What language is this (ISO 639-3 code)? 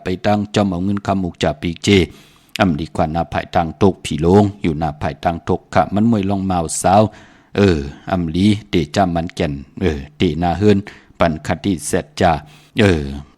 shn